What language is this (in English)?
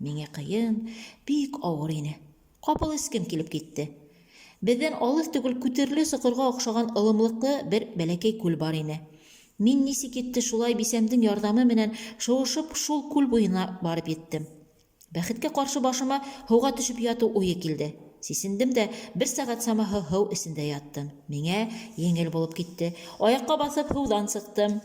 Bashkir